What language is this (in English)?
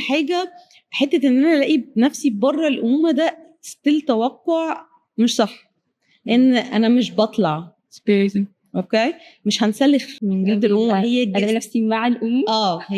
Egyptian Arabic